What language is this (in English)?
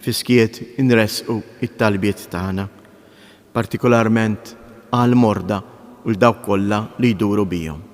Maltese